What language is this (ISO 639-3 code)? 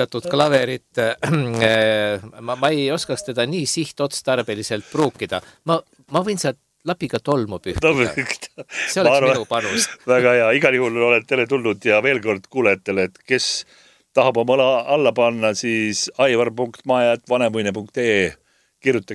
est